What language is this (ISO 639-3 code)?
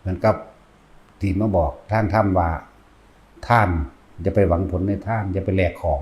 tts